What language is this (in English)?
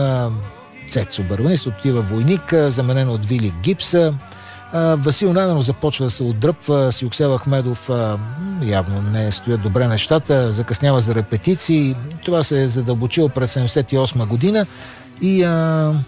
Bulgarian